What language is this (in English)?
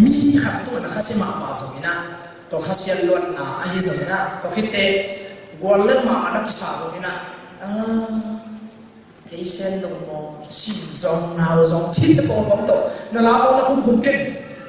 Tedim Chin